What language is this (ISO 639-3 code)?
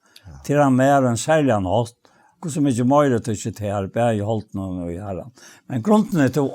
fao